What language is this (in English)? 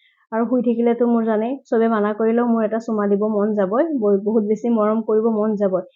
Assamese